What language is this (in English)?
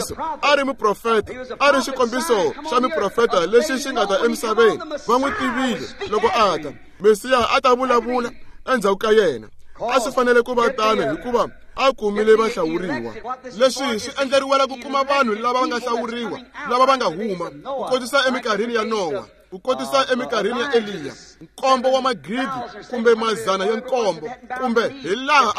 Tsonga